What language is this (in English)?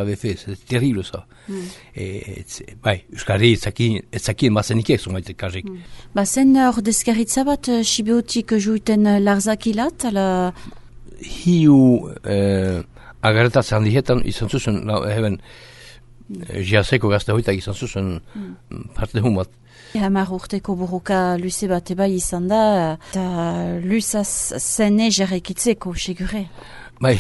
Basque